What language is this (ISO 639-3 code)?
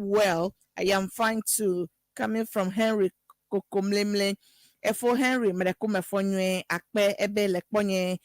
ewe